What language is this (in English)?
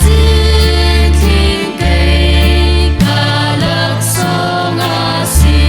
Hakha Chin